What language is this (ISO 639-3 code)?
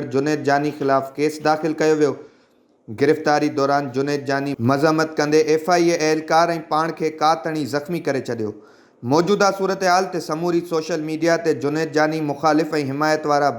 snd